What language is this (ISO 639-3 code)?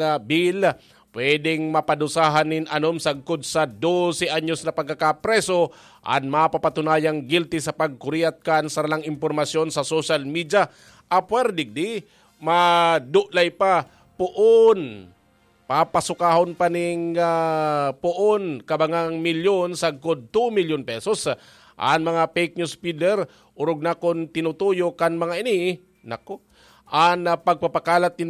bik